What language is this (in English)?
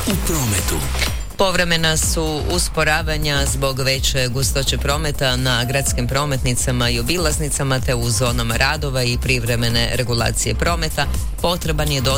Croatian